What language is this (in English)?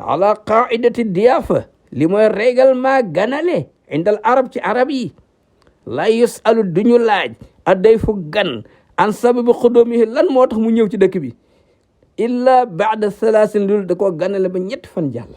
Wolof